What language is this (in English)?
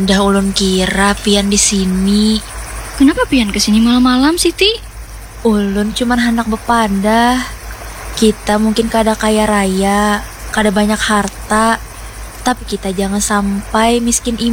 Banjar